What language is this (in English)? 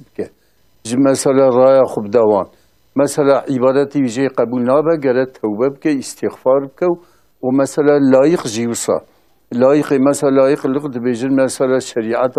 Kurdish